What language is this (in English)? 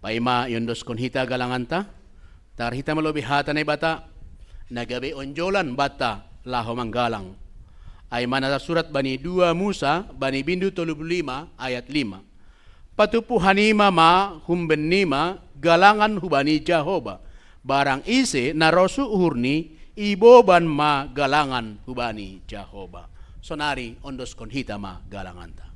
Batak Simalungun